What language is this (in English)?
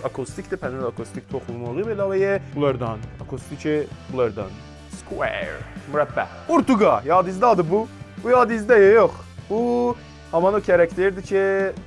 South Azerbaijani